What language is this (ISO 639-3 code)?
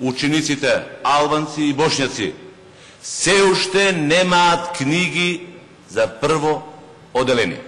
mkd